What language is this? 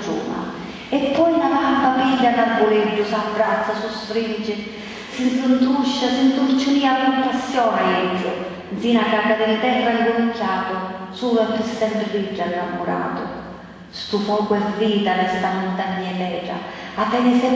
Sicilian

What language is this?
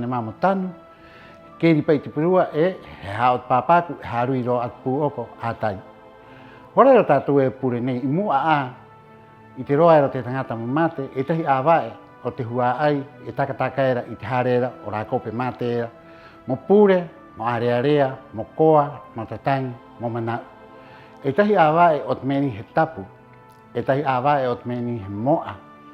Rapanui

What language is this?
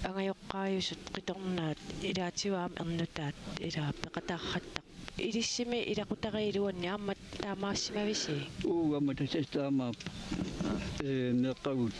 Kalaallisut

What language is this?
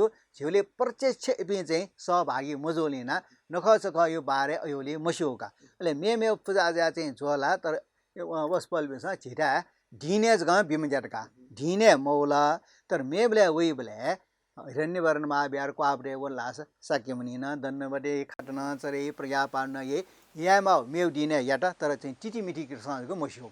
Newari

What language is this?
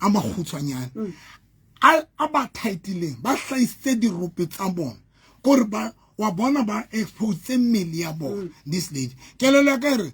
Southern Sotho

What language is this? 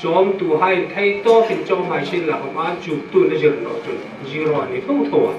Hmar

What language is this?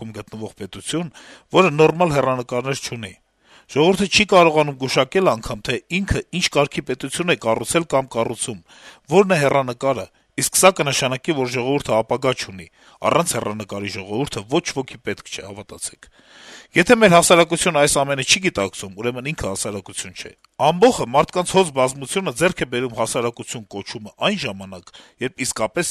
Armenian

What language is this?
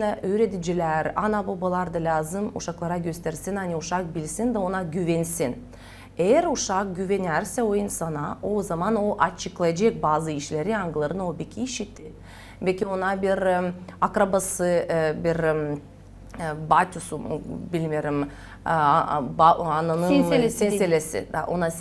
Gagauz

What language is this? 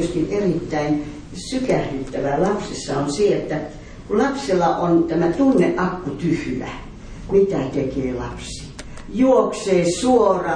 Finnish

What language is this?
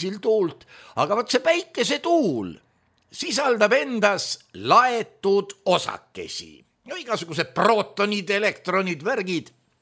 Estonian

